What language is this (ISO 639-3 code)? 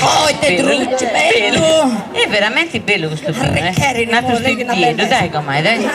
srd